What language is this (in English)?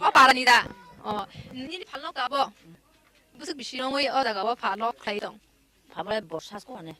Kok Borok